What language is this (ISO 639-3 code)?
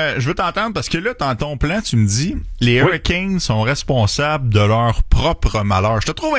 fra